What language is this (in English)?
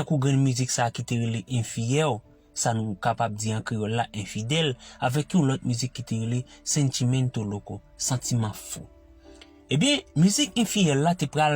Haitian Creole